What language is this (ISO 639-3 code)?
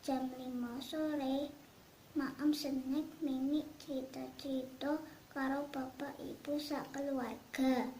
jav